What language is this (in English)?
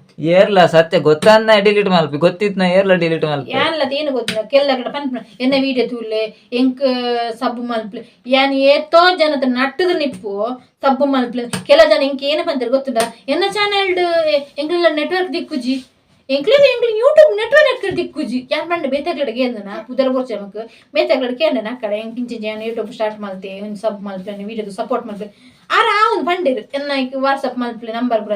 Tulu